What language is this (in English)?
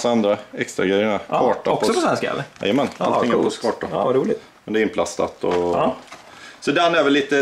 Swedish